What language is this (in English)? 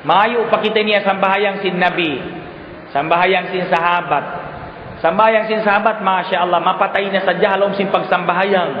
Tausug